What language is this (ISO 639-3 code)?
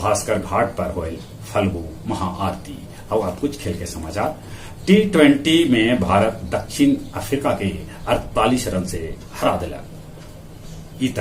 mag